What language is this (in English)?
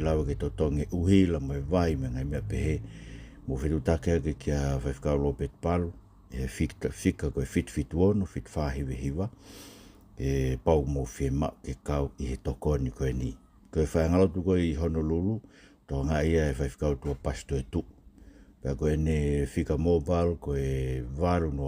Tongan